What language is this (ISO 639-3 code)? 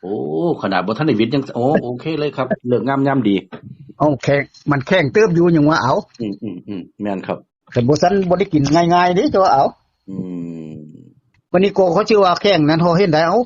tts